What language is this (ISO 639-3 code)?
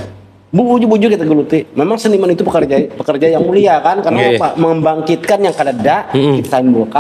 bjn